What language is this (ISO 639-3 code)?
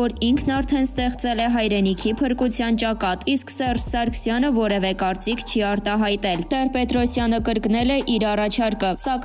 hye